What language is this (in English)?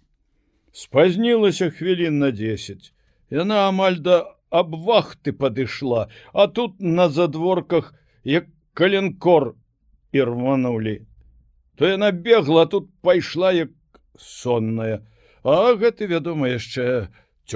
Belarusian